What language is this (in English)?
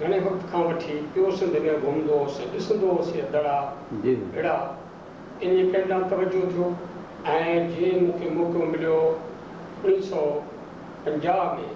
Sindhi